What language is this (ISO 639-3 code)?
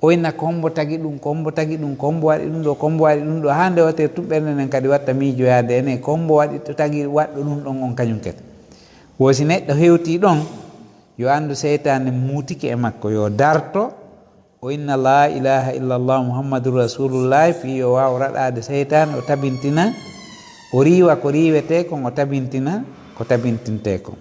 ful